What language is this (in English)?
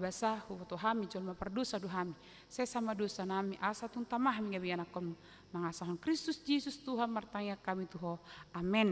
Batak Toba